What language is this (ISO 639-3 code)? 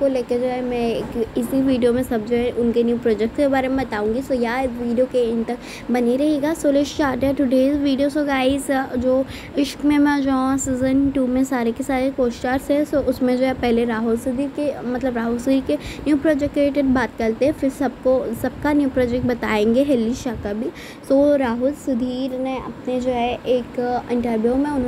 hin